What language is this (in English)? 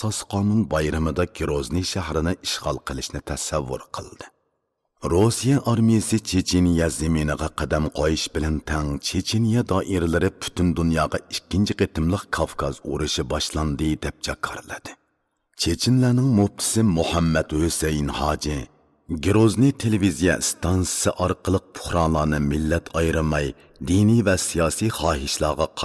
Uyghur